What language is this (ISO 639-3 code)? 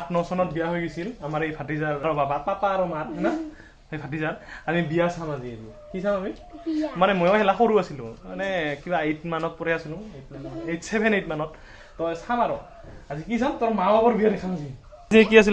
asm